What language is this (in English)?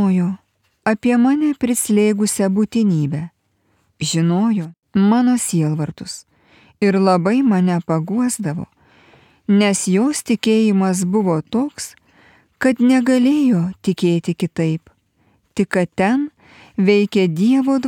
Lithuanian